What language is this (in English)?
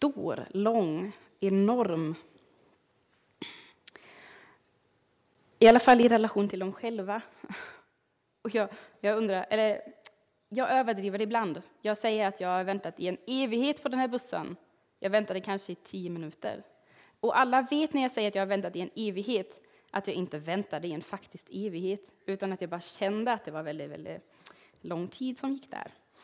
Swedish